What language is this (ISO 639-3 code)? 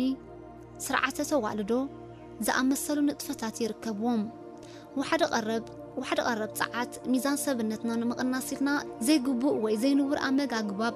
tir